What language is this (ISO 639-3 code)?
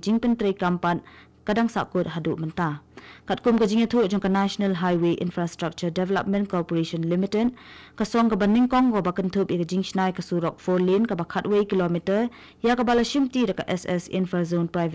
kha